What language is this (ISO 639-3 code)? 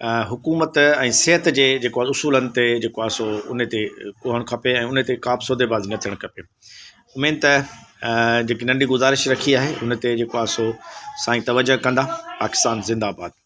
snd